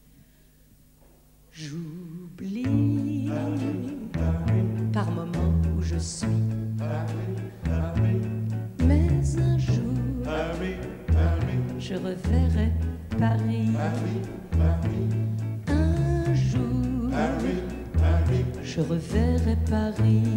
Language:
French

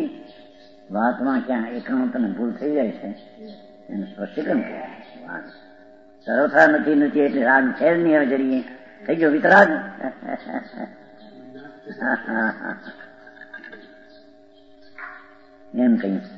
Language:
Gujarati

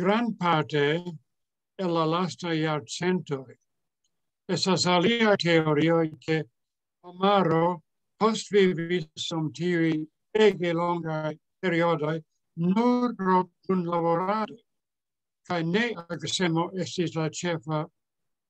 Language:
Esperanto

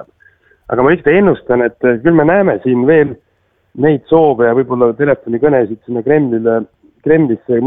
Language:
Estonian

